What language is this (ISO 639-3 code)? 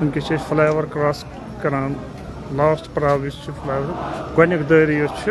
kas